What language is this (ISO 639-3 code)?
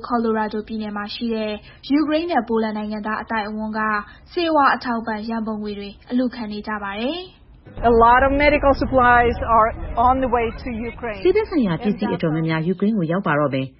mya